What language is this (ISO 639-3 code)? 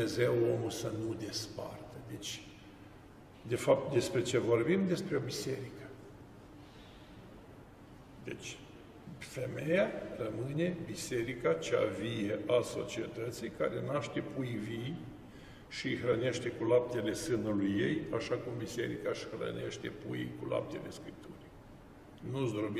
ron